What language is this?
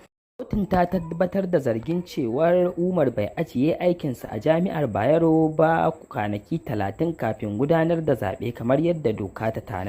Hausa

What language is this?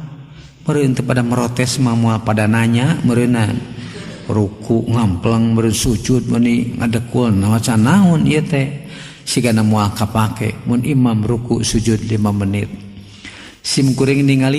Sundanese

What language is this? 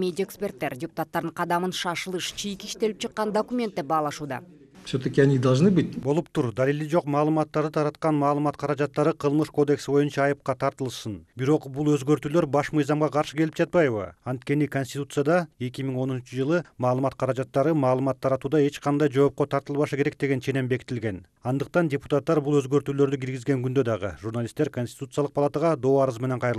Kyrgyz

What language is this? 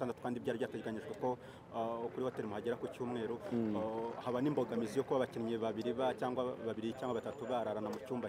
Kinyarwanda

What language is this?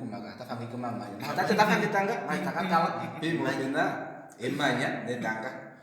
Kuanyama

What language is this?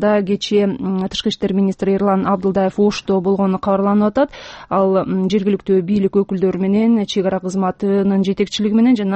Kyrgyz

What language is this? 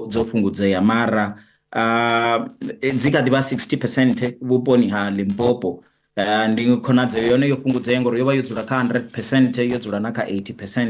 Venda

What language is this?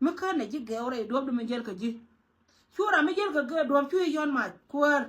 Nuer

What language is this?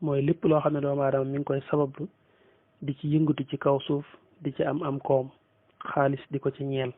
Wolof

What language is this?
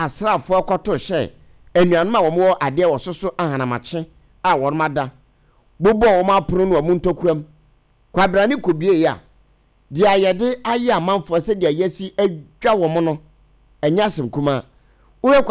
Akan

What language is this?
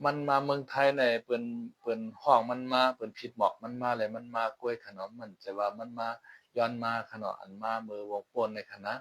Shan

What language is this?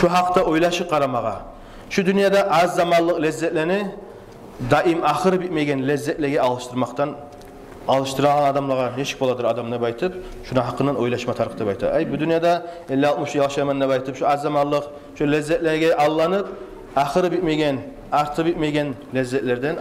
Kumyk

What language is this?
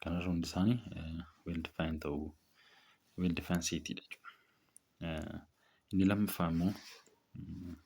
Oromo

